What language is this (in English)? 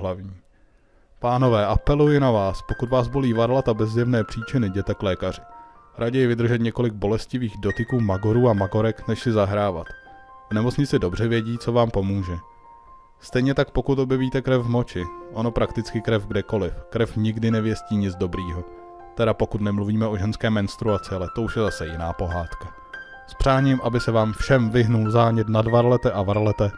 Czech